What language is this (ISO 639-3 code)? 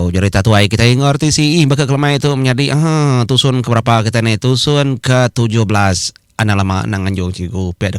iba